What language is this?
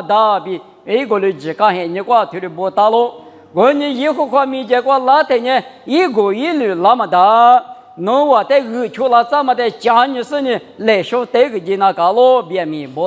Lisu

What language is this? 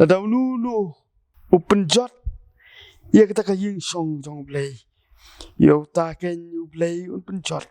Khasi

